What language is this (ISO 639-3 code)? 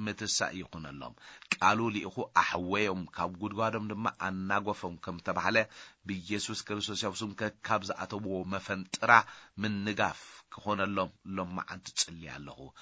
tir